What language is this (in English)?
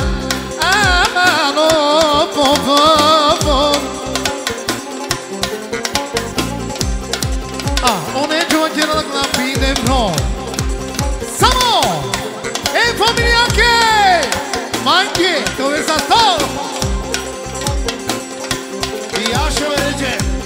Romanian